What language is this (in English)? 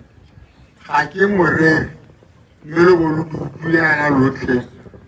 Tswana